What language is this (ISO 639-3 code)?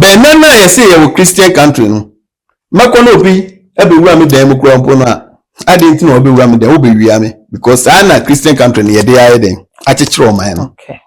aka